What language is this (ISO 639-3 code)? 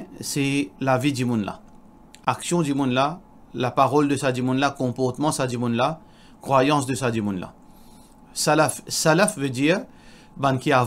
mfe